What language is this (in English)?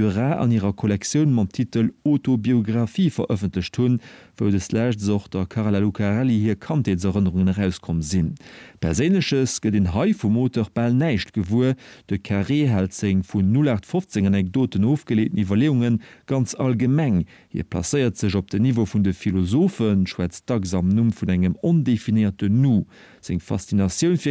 Luxembourgish